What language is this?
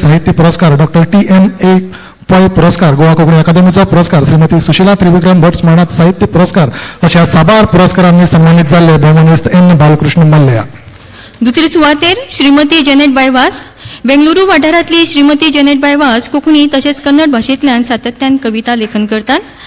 Konkani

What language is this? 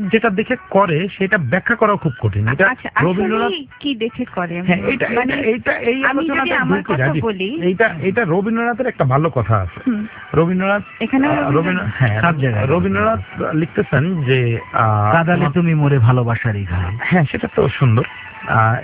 Bangla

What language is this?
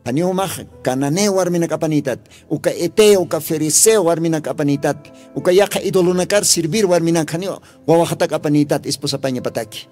Aymara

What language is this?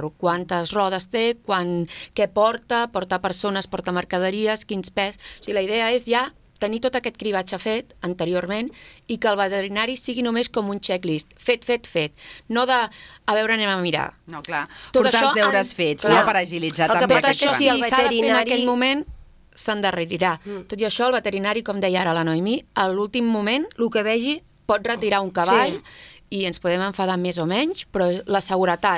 Catalan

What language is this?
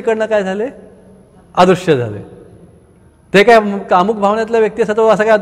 Marathi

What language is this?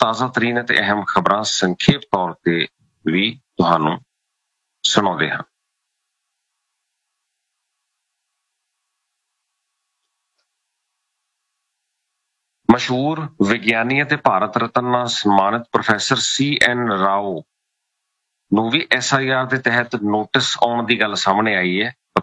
Punjabi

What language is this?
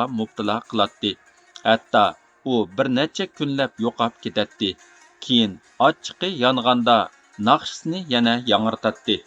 Uyghur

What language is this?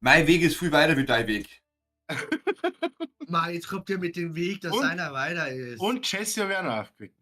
Bavarian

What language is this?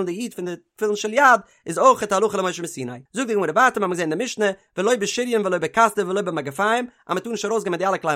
Yiddish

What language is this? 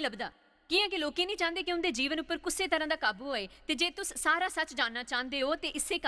Dogri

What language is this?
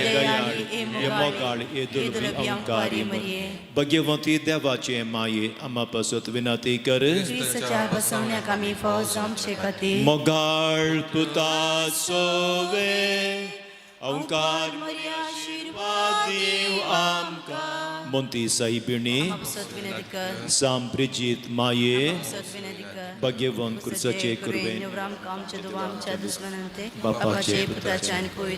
Konkani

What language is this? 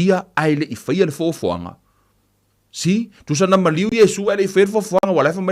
Samoan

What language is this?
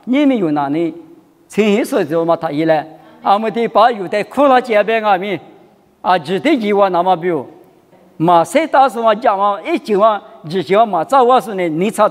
Lisu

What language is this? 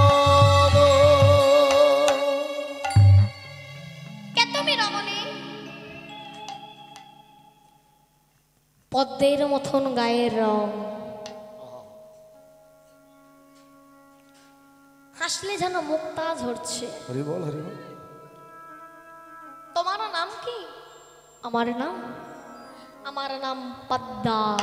Bangla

